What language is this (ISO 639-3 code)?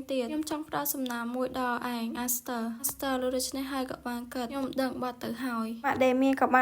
khm